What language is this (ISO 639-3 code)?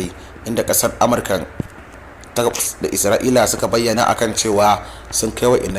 hau